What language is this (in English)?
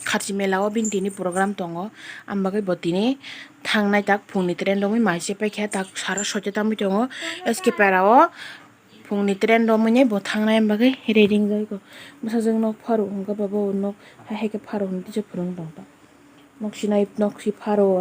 Kok Borok